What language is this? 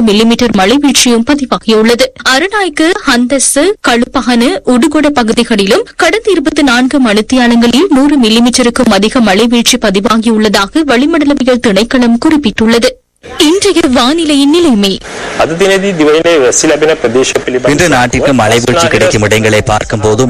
Tamil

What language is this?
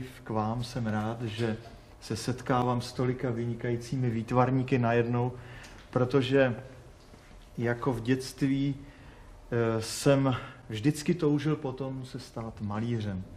Czech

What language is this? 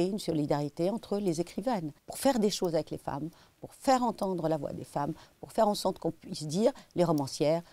French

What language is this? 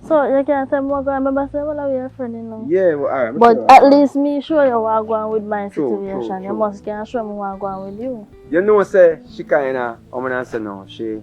Jamaican Creole English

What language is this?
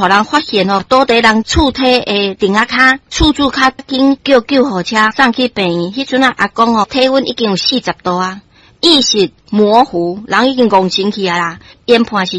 Min Nan Chinese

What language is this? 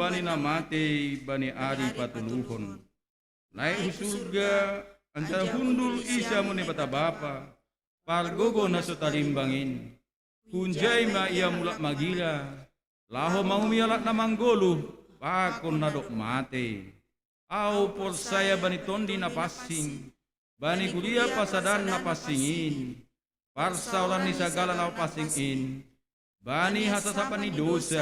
Batak Simalungun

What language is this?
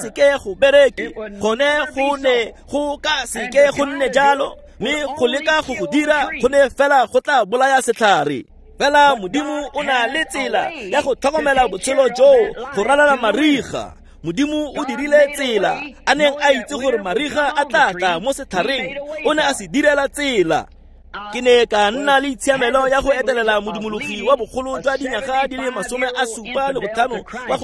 Tswana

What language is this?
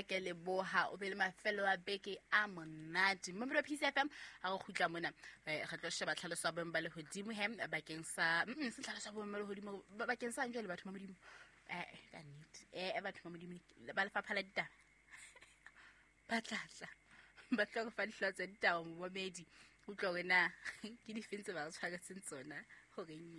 Southern Sotho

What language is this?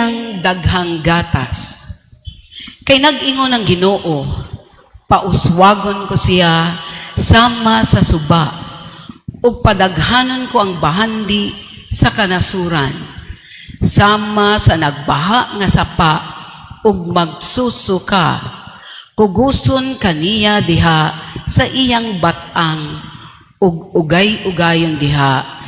Cebuano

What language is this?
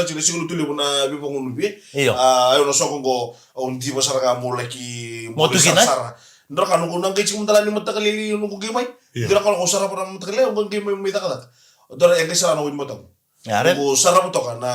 Fijian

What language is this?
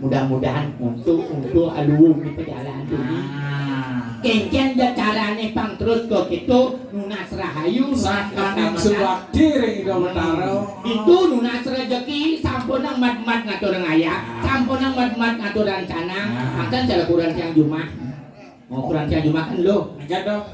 Balinese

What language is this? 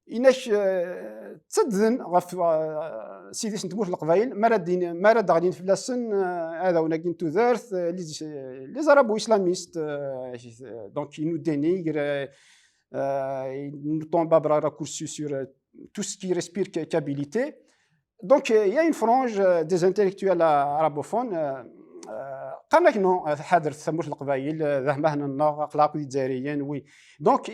Kabyle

